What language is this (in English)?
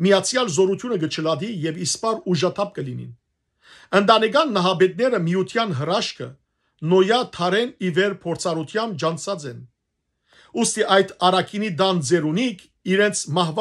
Western Armenian